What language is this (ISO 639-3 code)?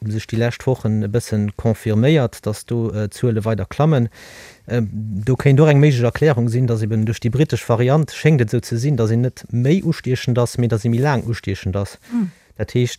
ltz